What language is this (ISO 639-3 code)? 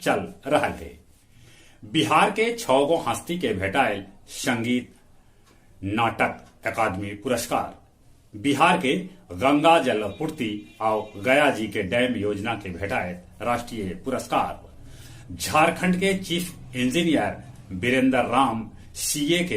mag